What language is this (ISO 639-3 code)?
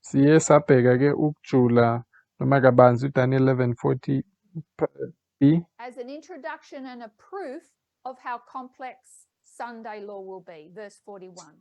zul